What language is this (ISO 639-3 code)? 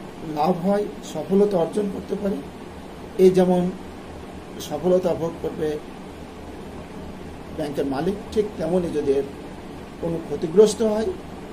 ben